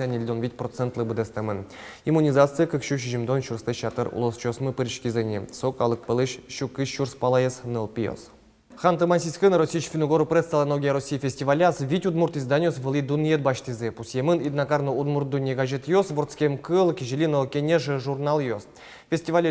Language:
Udmurt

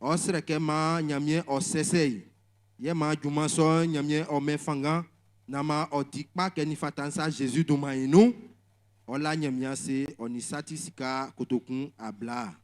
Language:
Baoulé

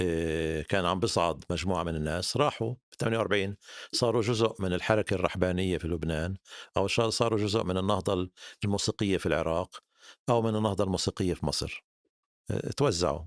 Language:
North Levantine Arabic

